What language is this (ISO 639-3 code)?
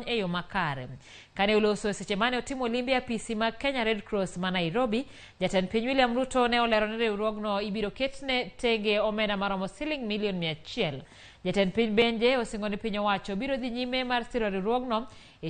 luo